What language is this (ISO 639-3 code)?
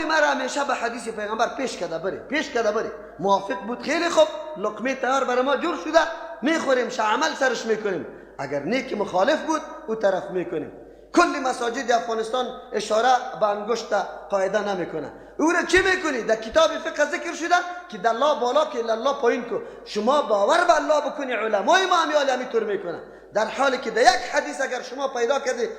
fas